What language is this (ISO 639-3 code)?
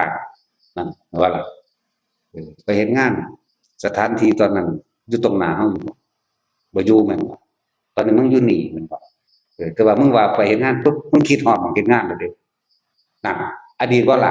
tts